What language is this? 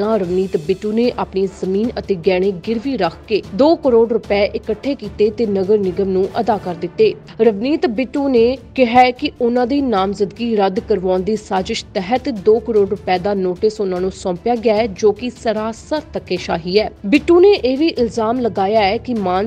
Punjabi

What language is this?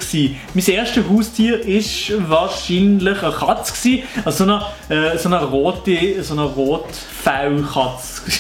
Swiss German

